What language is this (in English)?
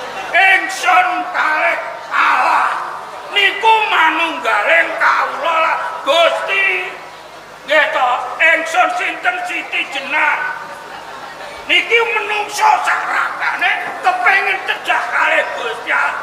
Javanese